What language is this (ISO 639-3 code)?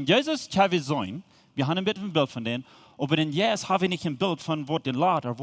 pdt